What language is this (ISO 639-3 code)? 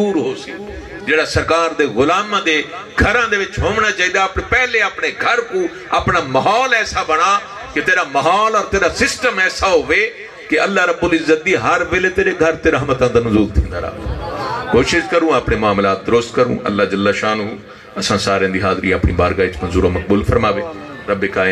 skr